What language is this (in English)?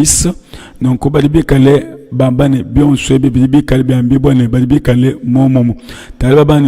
Luba-Lulua